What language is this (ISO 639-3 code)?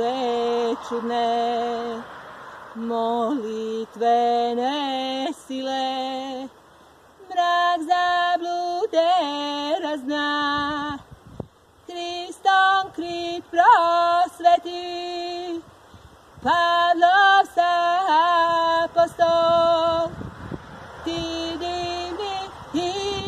srp